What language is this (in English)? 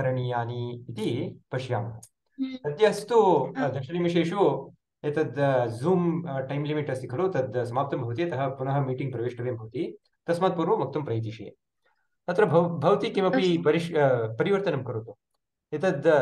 Sanskrit